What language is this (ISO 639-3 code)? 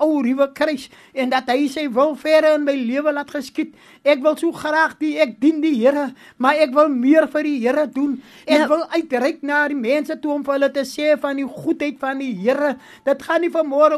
afr